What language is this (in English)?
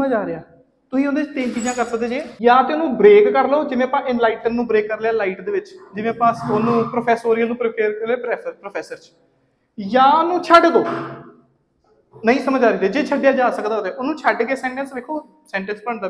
Punjabi